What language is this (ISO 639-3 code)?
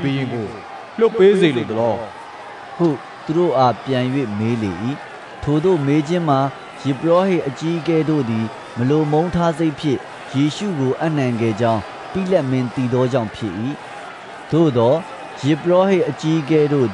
mya